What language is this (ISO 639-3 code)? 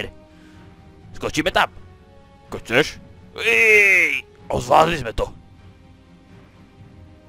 slk